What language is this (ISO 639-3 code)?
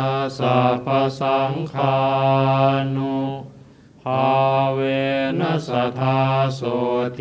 pli